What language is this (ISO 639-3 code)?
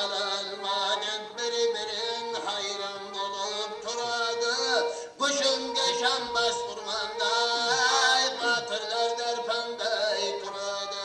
kaa